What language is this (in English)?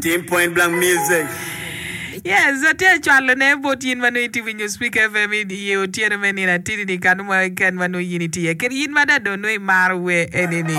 Acoli